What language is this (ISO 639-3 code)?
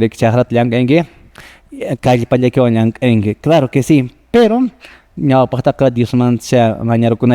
que